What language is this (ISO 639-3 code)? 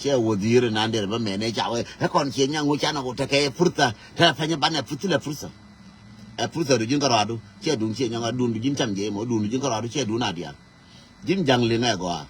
nus